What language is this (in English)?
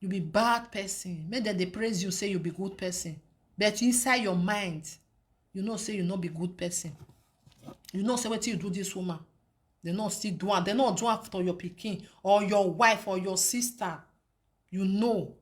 Nigerian Pidgin